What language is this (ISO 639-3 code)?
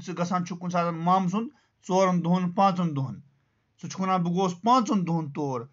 kas